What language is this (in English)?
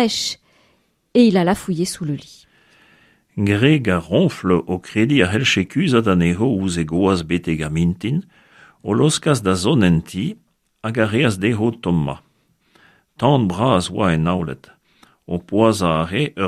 Breton